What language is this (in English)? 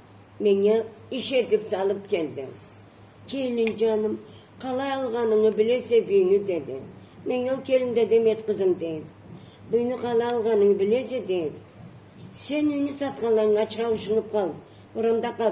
Karachay-Balkar